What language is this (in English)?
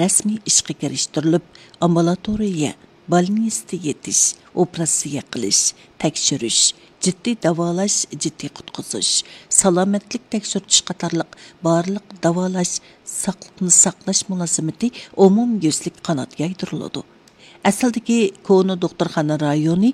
Uyghur